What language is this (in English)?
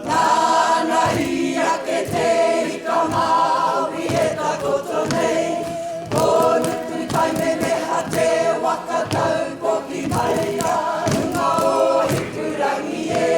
Māori